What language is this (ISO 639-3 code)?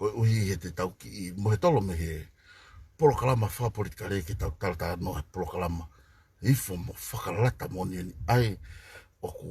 ton